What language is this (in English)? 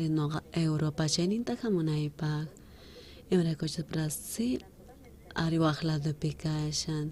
South Bolivian Quechua